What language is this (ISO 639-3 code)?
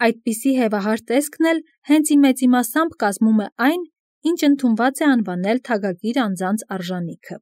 hye